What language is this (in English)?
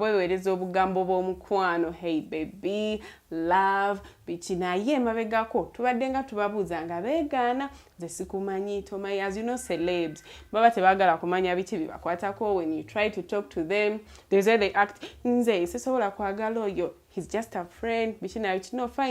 Ganda